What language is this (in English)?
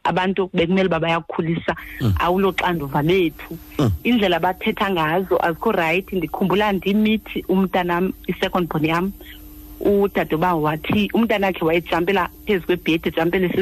Xhosa